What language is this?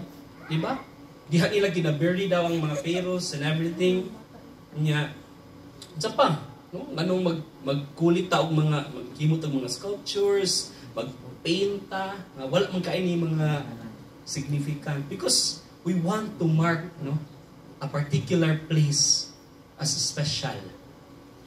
Cebuano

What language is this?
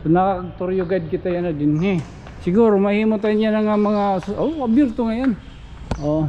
Waray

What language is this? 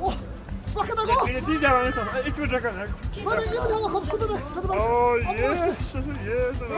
Faroese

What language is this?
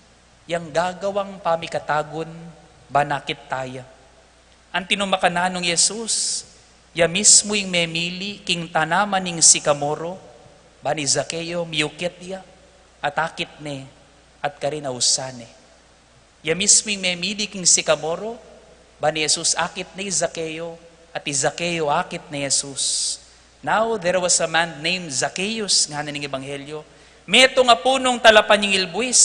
Pampanga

